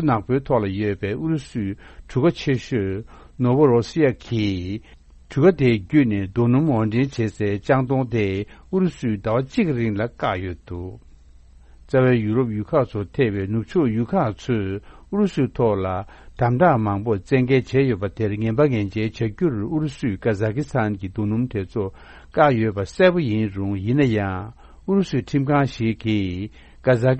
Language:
Tibetan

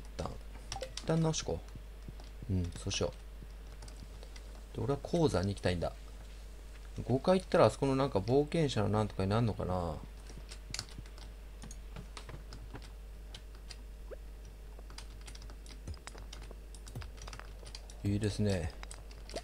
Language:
Japanese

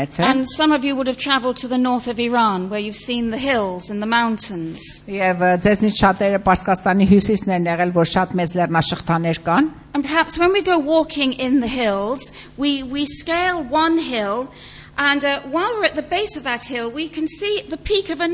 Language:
Armenian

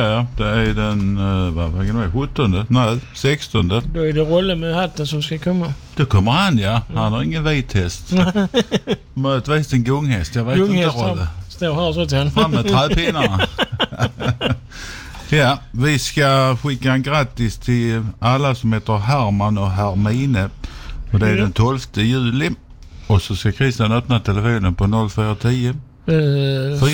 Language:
Swedish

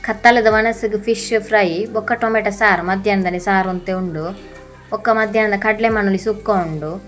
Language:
Tulu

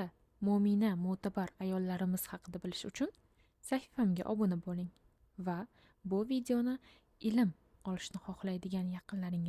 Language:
Uzbek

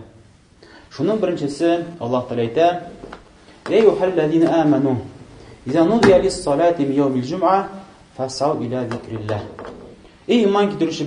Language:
Tatar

